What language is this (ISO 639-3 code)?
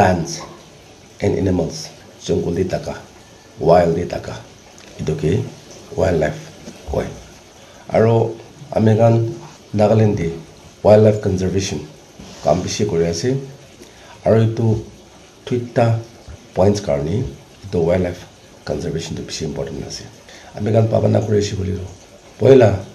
nag